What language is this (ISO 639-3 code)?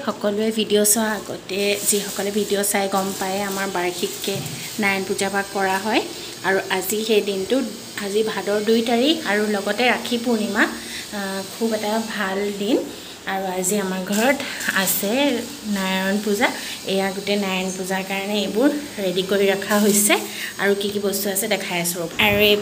asm